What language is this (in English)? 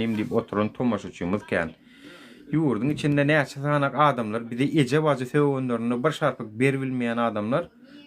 Turkmen